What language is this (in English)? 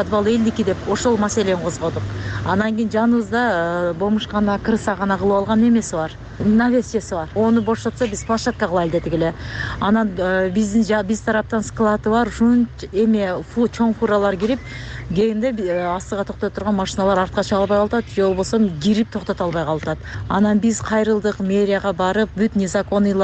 Kyrgyz